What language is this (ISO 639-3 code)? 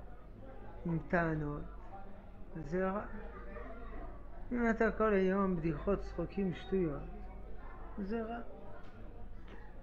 heb